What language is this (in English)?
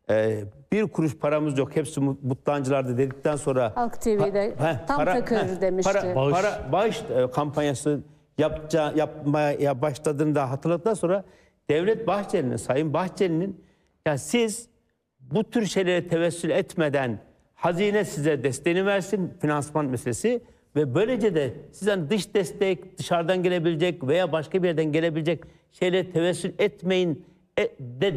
Turkish